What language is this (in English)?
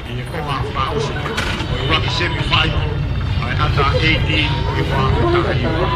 Tongan